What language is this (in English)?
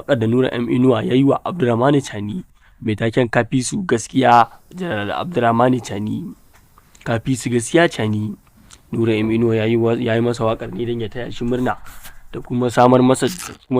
Hausa